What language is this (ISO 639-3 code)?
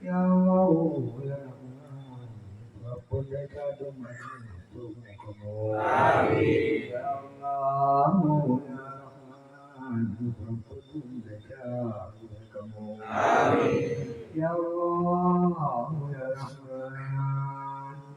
ace